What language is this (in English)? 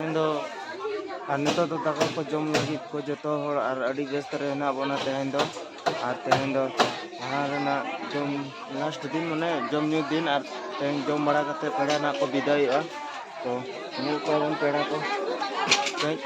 Santali